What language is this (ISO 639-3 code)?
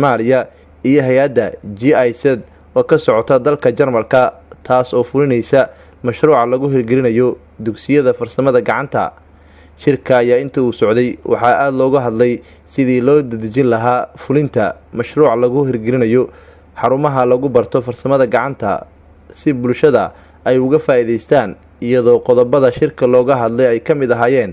som